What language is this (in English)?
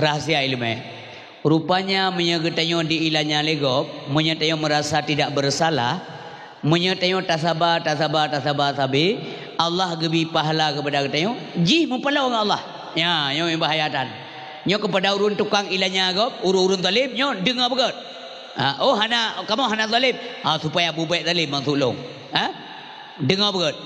Achinese